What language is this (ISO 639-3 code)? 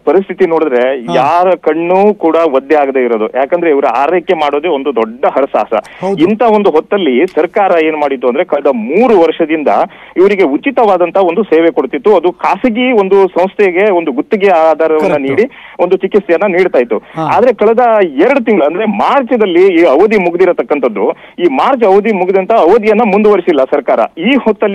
kan